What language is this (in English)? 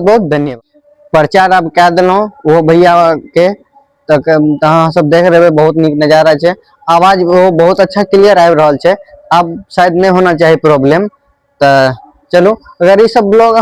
Maithili